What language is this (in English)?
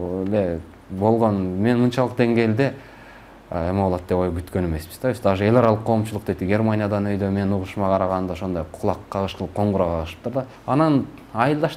Kyrgyz